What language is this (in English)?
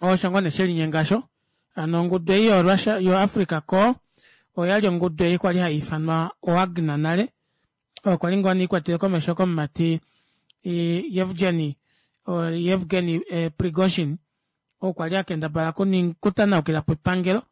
Kuanyama